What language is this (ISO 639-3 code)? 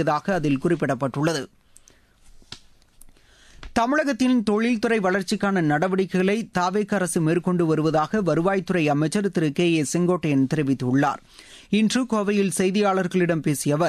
tam